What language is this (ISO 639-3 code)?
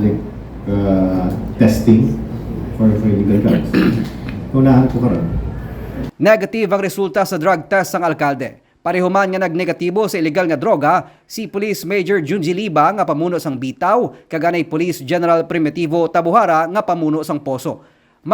hil